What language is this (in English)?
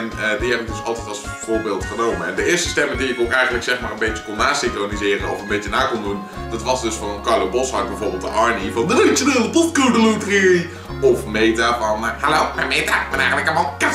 Dutch